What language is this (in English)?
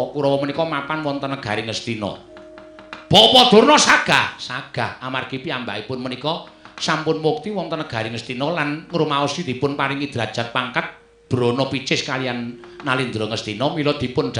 Javanese